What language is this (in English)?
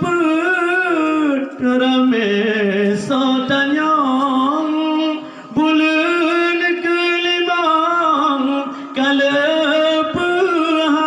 Achinese